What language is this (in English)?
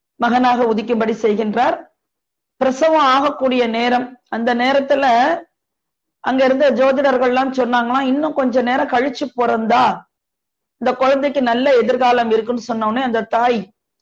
Tamil